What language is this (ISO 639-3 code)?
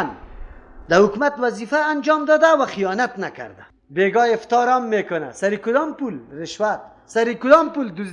fas